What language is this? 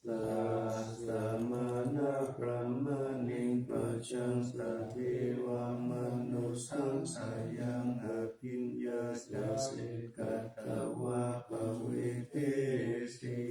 Pali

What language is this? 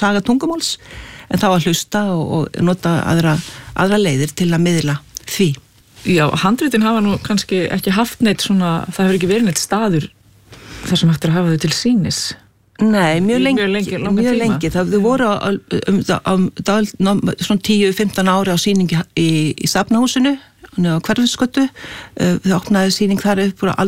Icelandic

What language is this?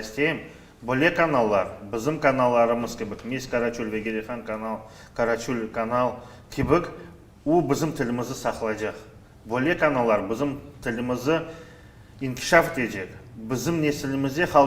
Crimean Tatar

